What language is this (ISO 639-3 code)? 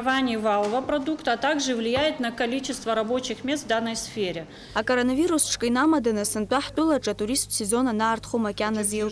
abk